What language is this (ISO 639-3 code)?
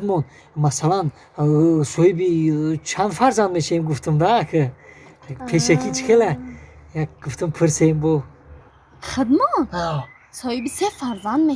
tgk